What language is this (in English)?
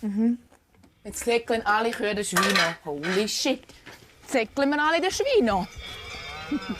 Swiss German